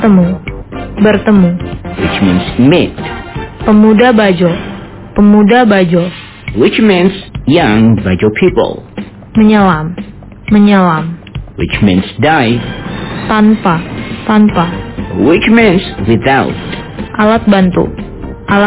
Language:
Indonesian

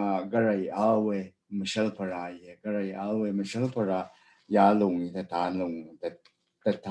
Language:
Rawang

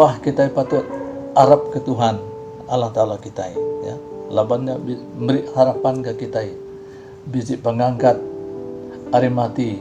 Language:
Iban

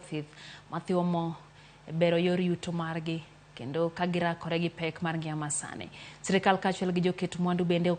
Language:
Luo (Kenya and Tanzania)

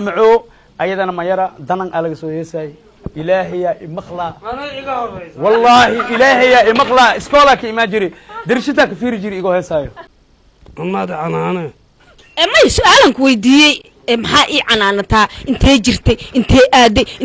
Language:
Somali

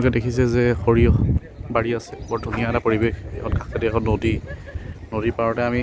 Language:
Assamese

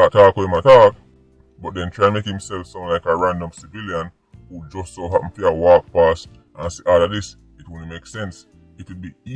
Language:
Jamaican Creole English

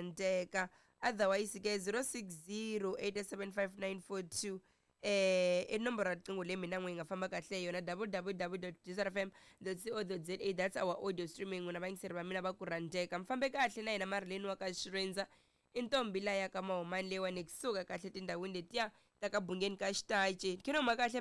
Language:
Tsonga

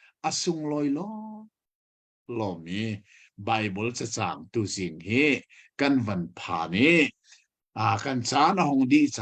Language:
Hakha Chin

